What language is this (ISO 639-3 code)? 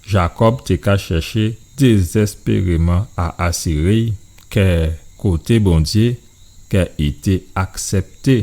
gcf